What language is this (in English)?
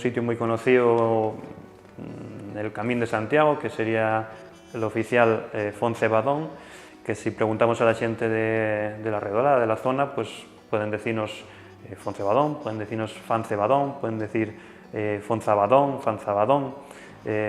Asturian